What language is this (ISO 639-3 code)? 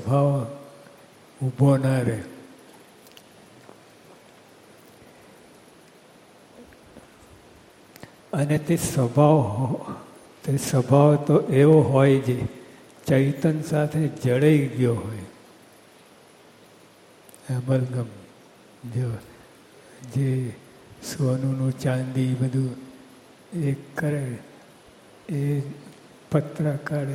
guj